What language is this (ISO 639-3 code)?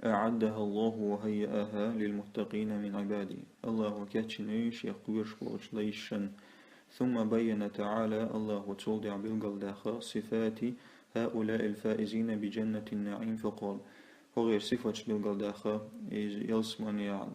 che